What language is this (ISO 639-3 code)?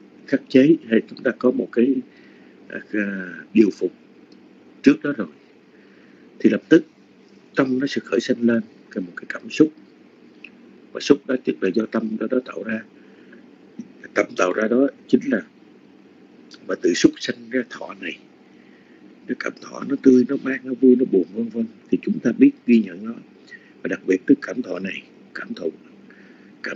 vie